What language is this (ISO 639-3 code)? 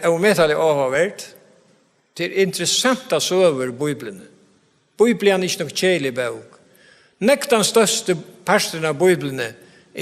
fao